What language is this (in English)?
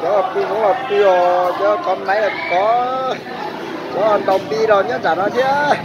Hmong